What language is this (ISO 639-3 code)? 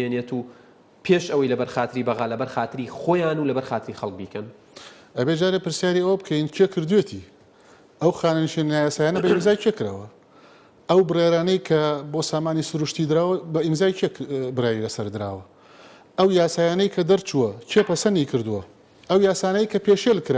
ckb